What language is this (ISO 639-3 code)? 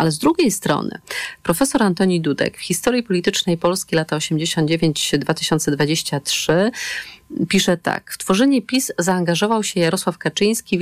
pol